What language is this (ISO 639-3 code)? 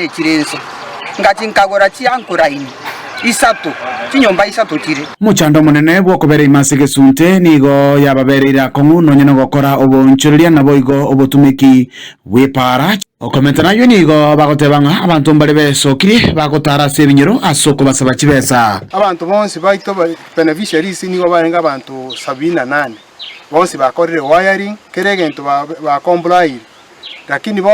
guz